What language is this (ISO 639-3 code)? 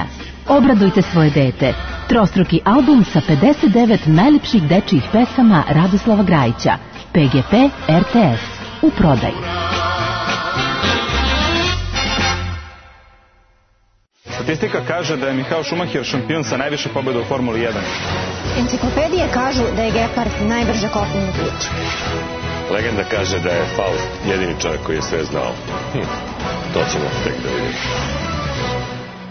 srp